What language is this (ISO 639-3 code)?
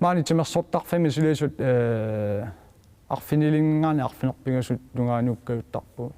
kal